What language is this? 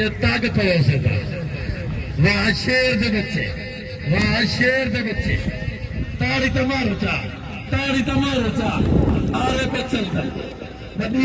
Saraiki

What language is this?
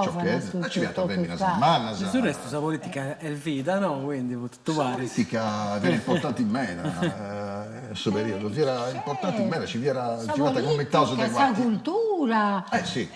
Sardinian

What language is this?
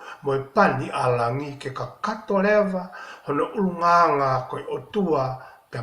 Tongan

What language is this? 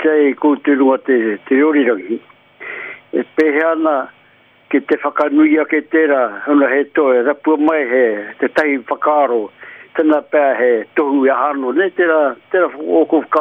Māori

